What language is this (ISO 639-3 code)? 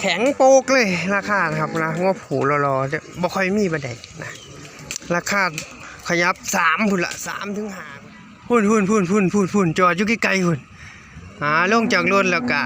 tts